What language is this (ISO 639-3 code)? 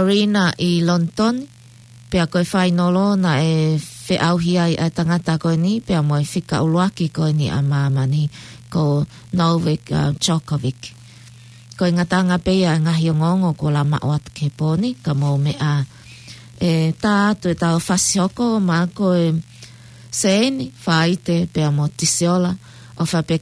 ton